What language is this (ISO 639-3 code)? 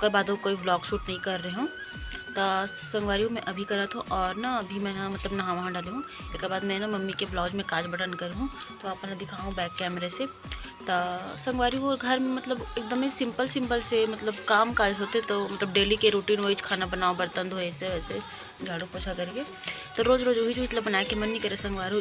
hne